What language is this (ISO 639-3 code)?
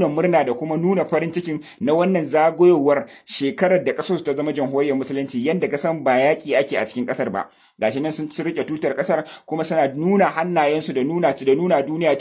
hau